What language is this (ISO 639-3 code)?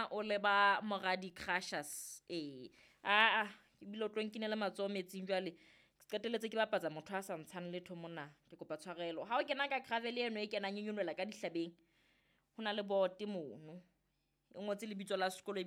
sot